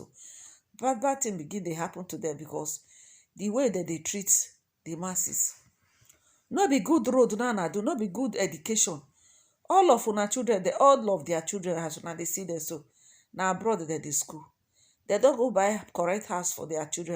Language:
Nigerian Pidgin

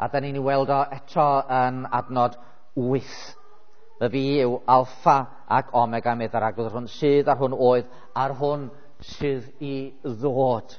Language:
Welsh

